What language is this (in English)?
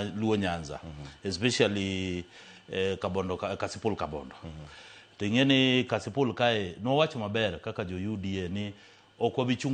Luo (Kenya and Tanzania)